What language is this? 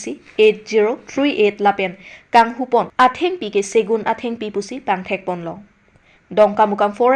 Karbi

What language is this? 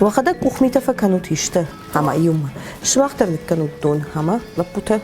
Ossetic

